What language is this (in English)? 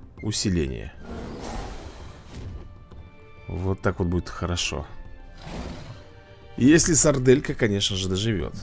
Russian